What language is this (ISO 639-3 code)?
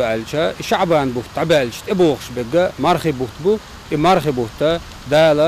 che